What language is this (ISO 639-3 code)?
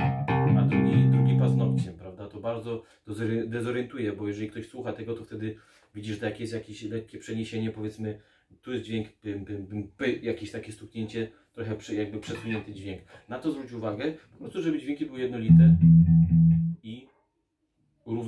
pol